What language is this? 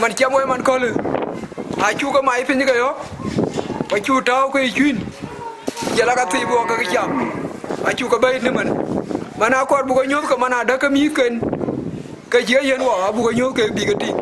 Dinka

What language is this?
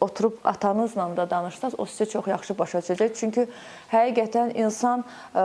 Azerbaijani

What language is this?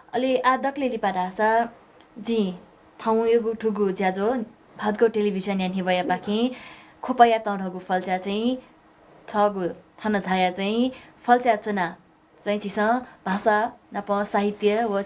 Newari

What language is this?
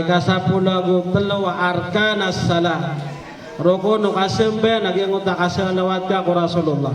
Maranao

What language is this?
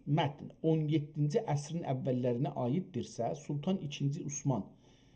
South Azerbaijani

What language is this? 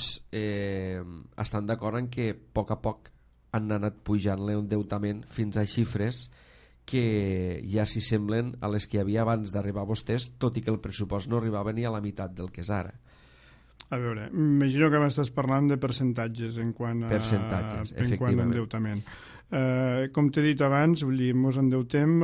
Catalan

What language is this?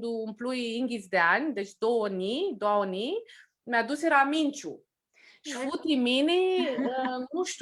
Aromanian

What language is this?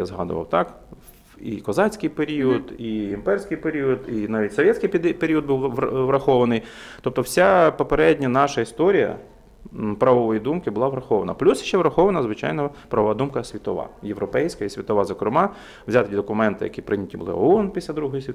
Ukrainian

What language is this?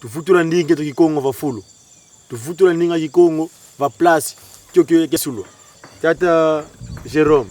Kongo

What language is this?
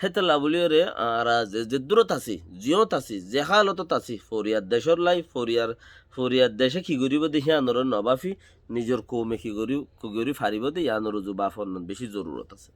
Rohingya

